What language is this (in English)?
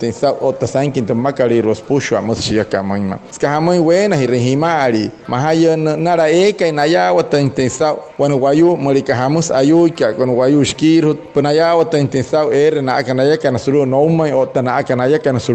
Wayuu